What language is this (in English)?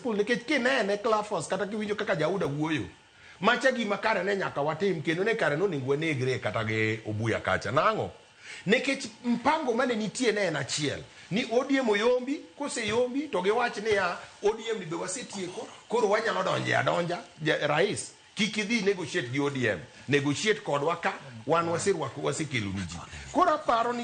Luo (Kenya and Tanzania)